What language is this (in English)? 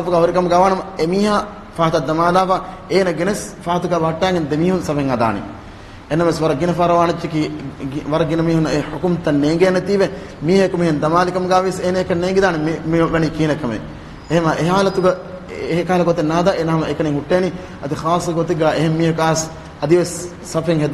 Divehi